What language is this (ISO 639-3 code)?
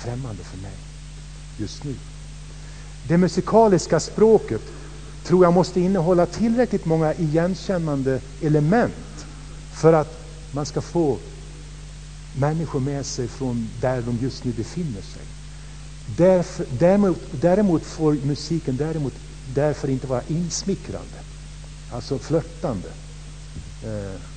swe